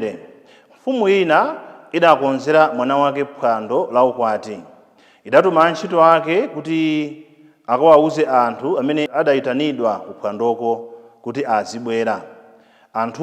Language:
Nyanja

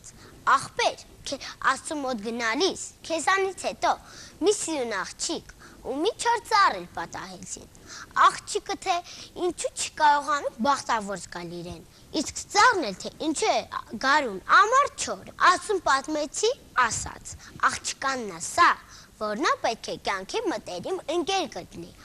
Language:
Armenian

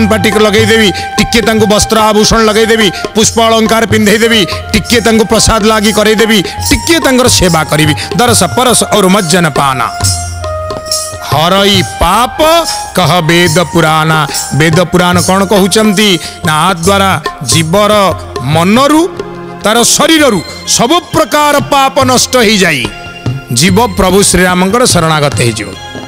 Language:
Odia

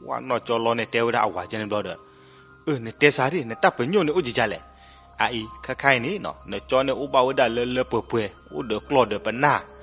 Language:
S'gaw Karen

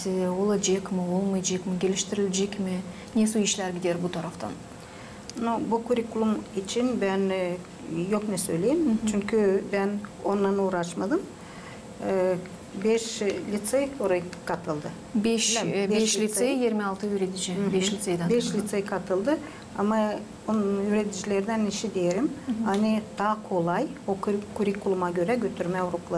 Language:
Gagauz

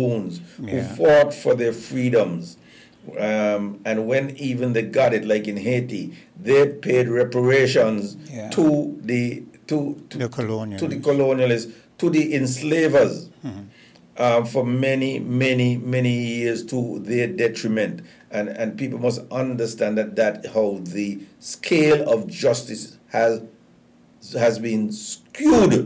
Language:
English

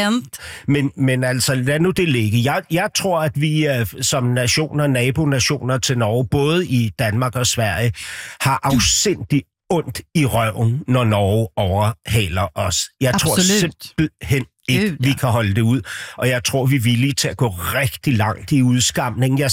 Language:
Danish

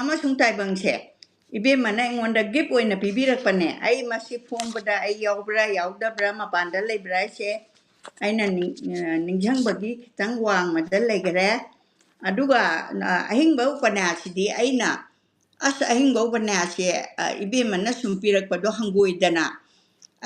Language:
Manipuri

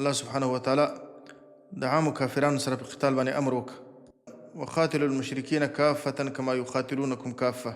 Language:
Pashto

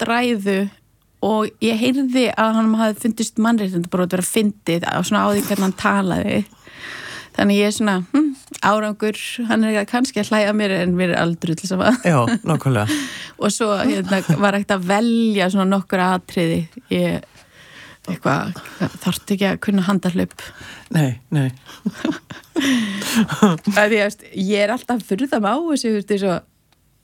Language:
Icelandic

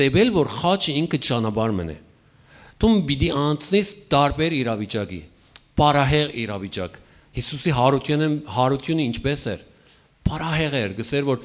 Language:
Western Armenian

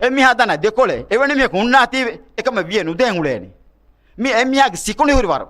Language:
Divehi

